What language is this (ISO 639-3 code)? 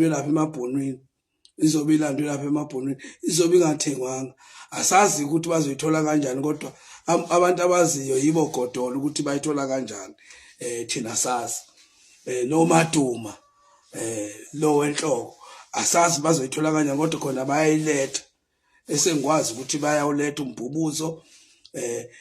zul